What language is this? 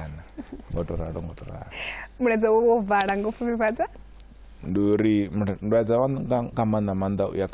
Venda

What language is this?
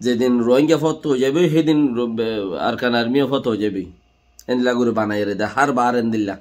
Rohingya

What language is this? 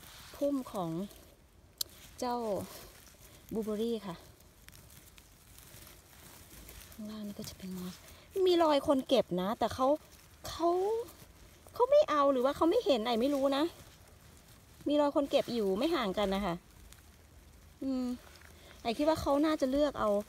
Thai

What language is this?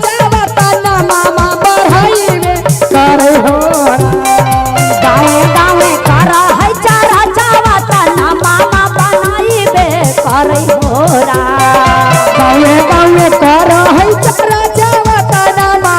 Magahi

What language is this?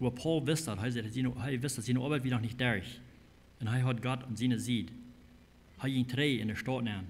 Plautdietsch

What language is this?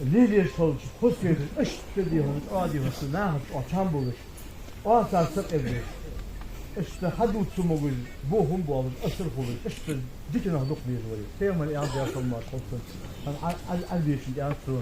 Ingush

